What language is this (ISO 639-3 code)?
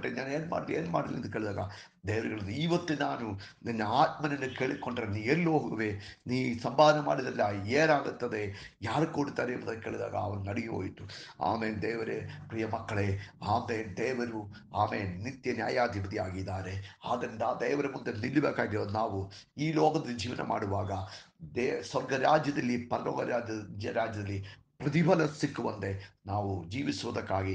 kan